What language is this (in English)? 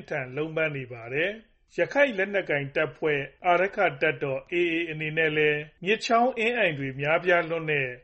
Burmese